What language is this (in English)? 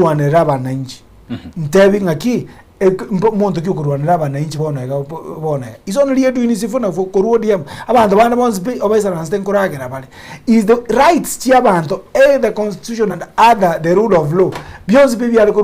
Gusii